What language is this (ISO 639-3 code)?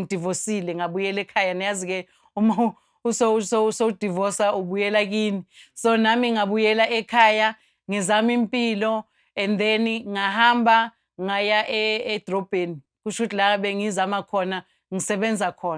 zul